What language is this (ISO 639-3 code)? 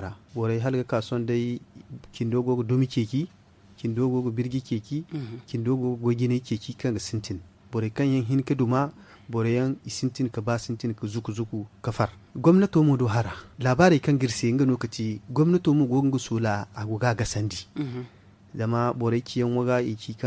dje